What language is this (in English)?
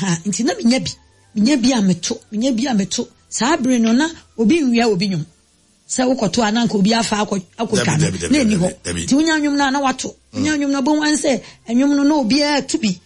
Akan